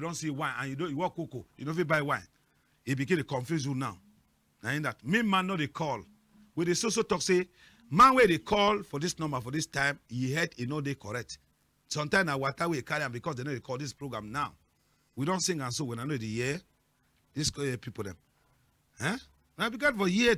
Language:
Cameroon Pidgin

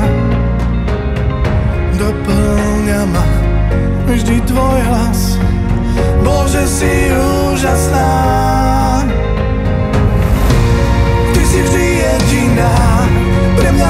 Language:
Slovak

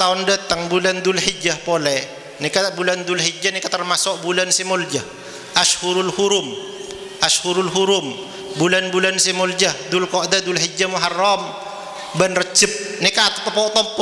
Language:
Madurese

